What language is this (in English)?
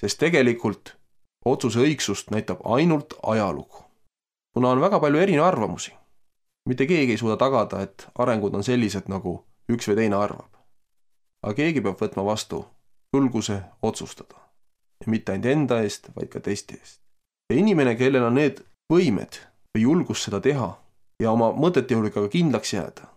Estonian